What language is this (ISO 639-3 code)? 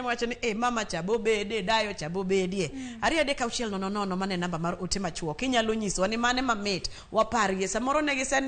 luo